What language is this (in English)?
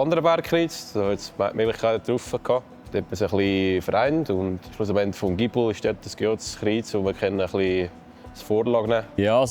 Swiss German